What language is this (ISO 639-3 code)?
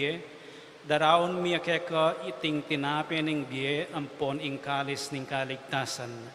pam